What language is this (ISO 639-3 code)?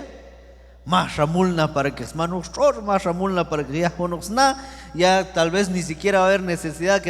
kjb